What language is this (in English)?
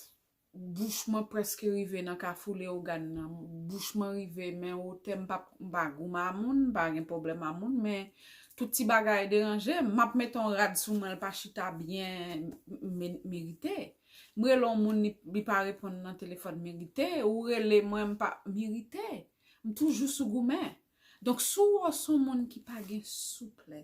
Haitian Creole